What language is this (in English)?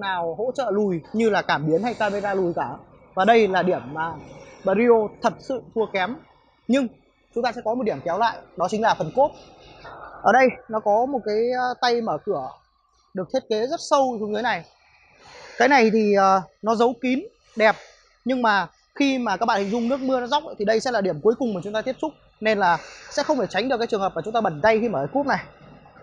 Vietnamese